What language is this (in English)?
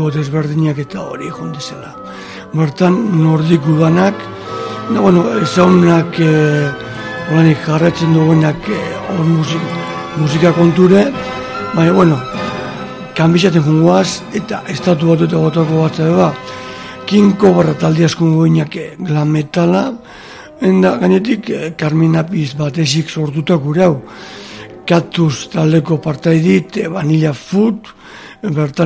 Basque